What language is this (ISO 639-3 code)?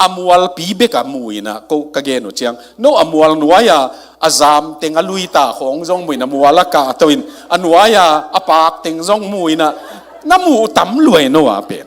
ctd